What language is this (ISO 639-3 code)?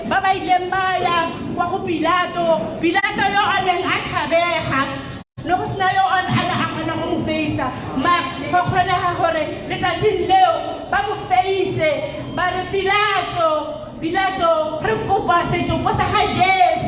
tsn